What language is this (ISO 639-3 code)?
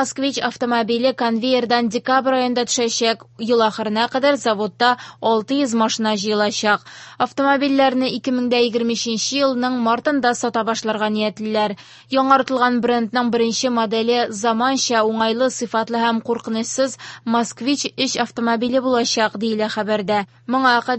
tat